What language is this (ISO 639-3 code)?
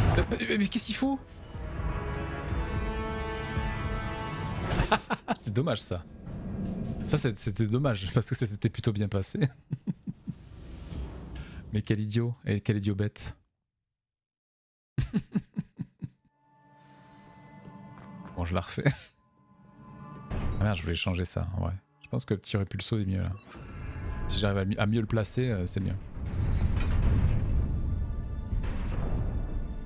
fra